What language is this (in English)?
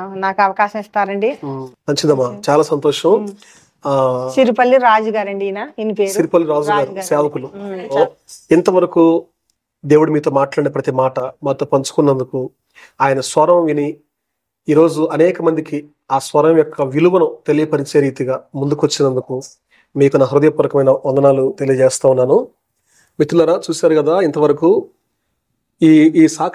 Telugu